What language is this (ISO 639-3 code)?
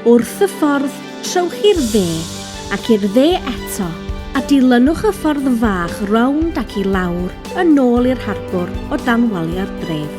cym